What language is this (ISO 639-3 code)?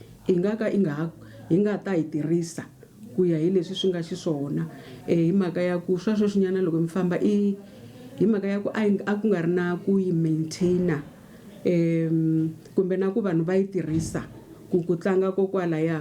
tso